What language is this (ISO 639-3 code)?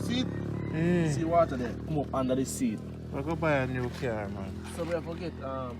jam